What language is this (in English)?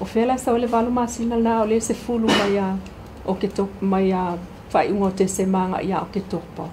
Samoan